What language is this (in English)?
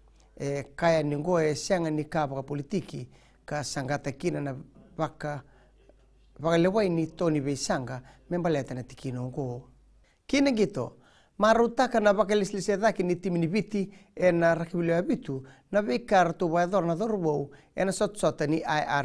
Fijian